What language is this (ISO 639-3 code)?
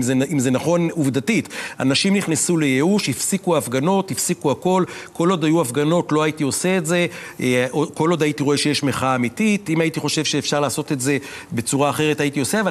heb